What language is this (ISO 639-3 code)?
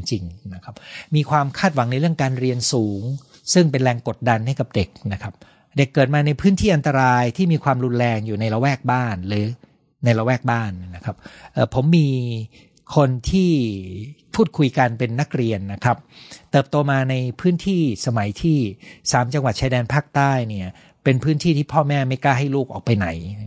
tha